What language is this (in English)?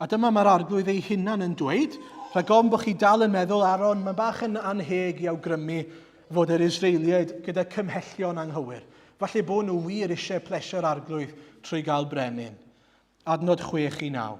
Welsh